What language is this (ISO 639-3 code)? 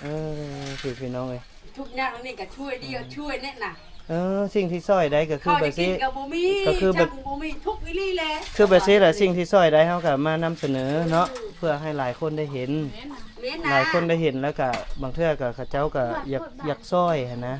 lao